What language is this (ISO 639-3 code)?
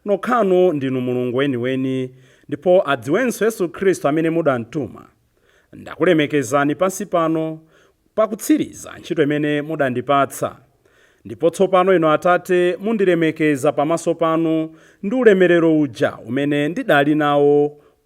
nya